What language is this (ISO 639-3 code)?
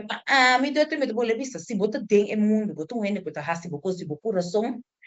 pap